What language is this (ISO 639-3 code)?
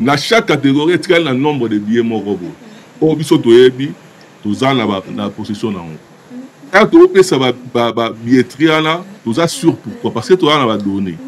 lin